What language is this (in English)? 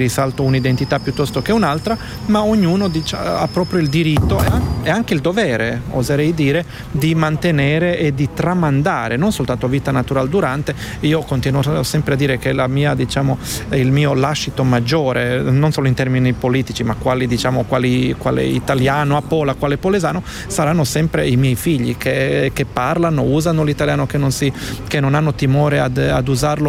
Italian